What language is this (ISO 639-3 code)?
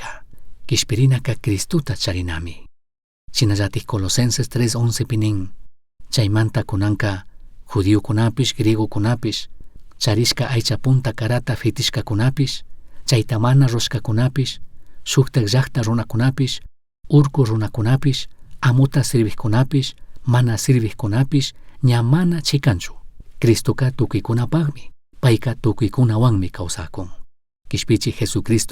qug